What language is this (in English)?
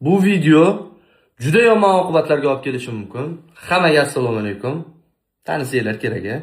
Uzbek